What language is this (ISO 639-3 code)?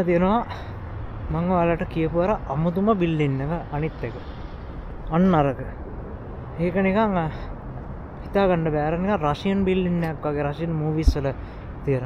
sin